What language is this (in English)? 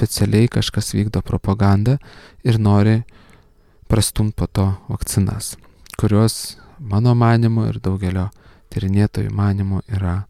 Lithuanian